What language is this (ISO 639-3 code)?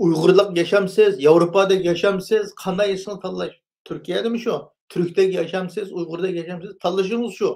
uig